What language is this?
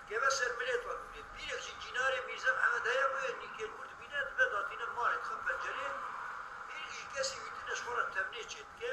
Kurdish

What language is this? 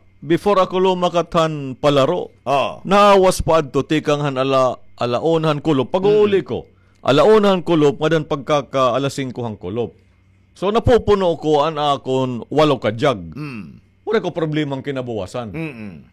Waray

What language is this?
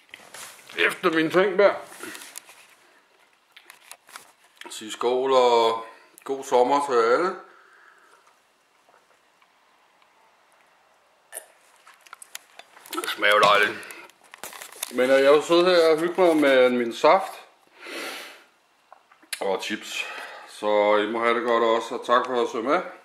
Danish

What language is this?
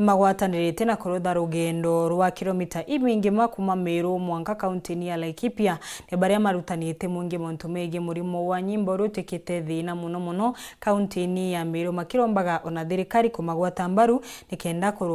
Meru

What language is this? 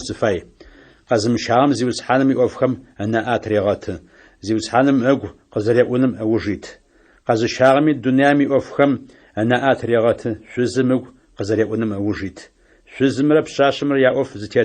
Adyghe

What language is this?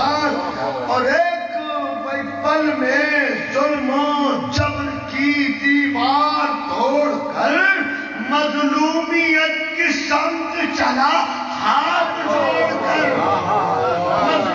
Urdu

